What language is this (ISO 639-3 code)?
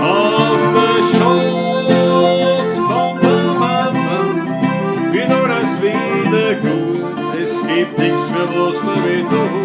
bar